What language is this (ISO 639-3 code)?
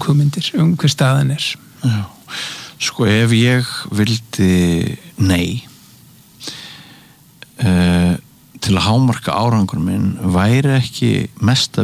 isl